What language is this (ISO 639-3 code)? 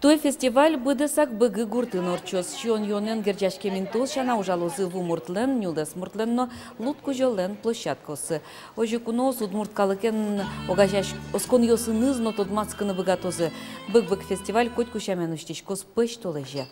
udm